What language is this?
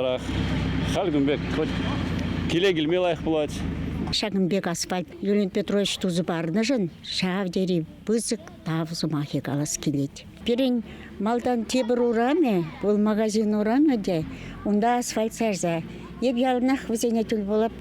Chuvash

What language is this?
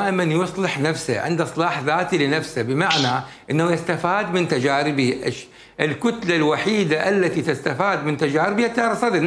Mesopotamian Arabic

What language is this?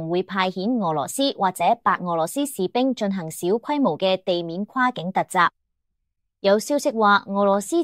Cantonese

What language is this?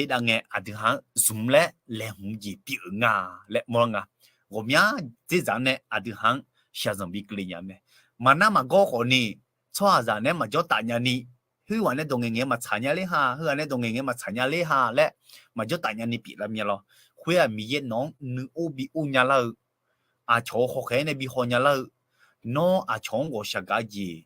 Akha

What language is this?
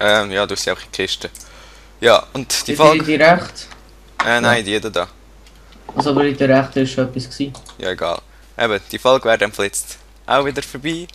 Swiss German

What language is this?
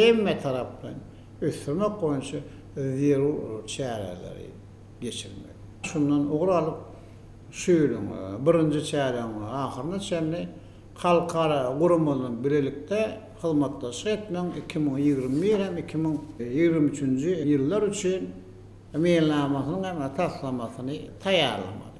Turkmen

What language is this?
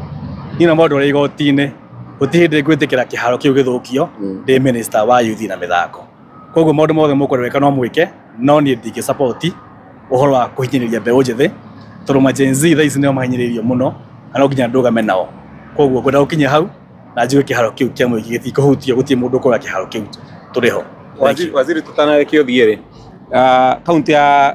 Kikuyu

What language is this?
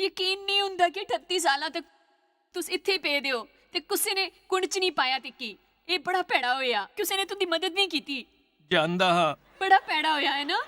Dogri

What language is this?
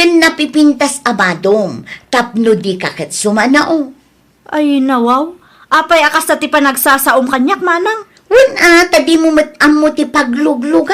Iloko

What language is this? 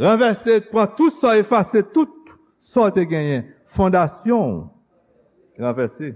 Haitian Creole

